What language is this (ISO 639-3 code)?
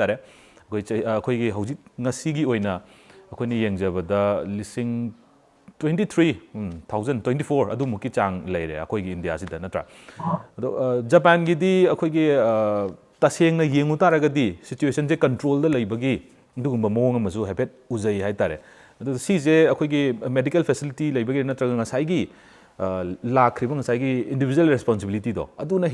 mni